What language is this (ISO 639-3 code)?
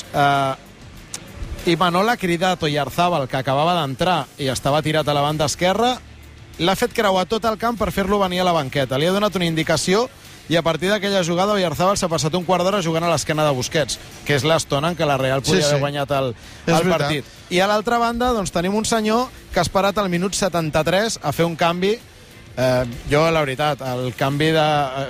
cat